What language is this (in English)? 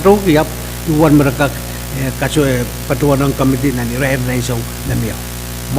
Pohnpeian